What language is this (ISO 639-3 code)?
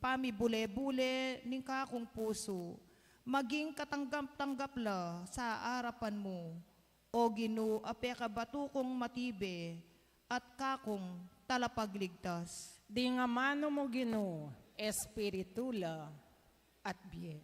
pam